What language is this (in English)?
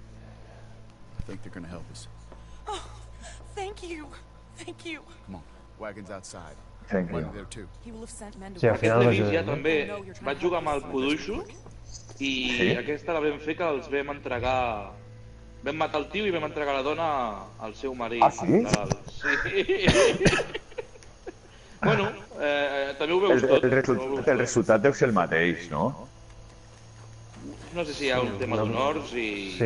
Catalan